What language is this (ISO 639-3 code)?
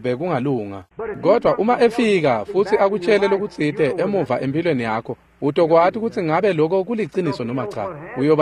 ssw